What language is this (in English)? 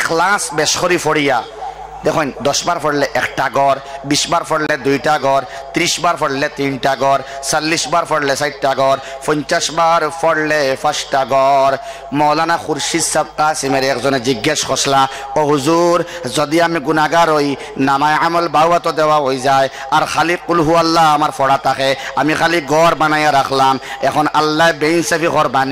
Sylheti